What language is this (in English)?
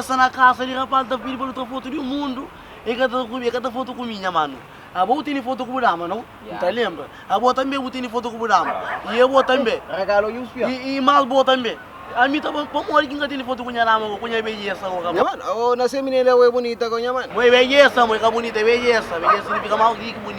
Kabuverdianu